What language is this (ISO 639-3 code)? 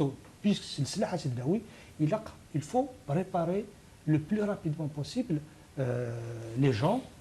kab